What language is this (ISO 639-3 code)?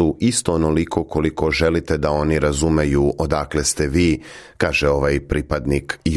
srp